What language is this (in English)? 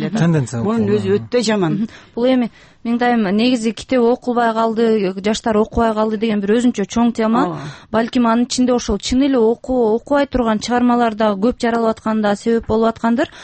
Kyrgyz